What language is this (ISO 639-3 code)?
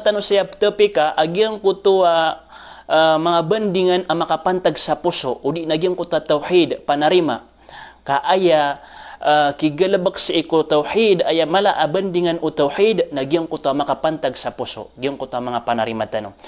mrw